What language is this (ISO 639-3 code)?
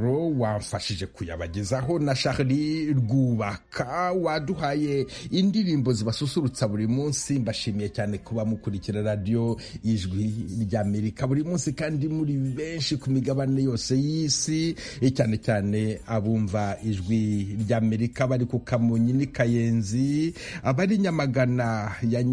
kin